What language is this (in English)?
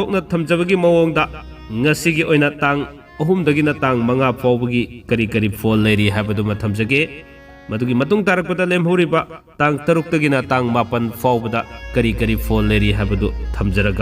Manipuri